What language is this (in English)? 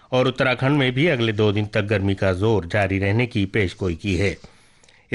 Urdu